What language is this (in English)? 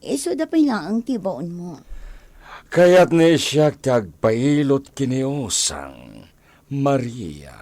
Iloko